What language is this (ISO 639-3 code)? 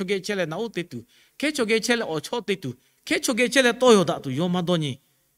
lhu